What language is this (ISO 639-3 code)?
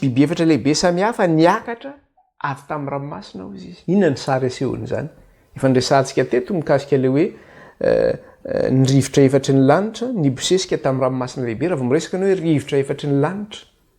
mlg